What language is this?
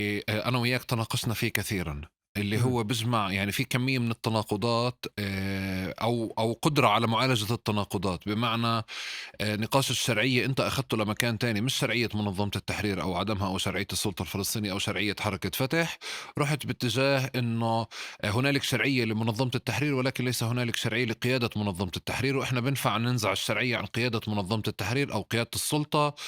North Levantine Arabic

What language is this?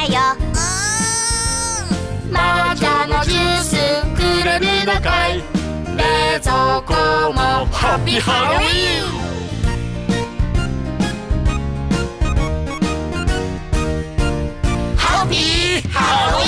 Japanese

